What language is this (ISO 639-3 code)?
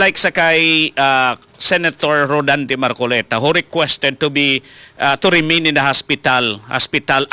hil